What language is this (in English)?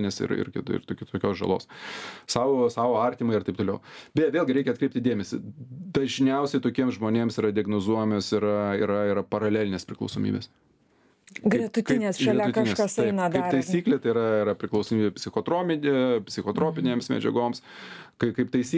Lithuanian